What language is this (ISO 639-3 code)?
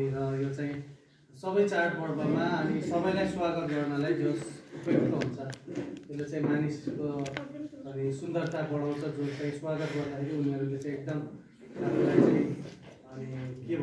nep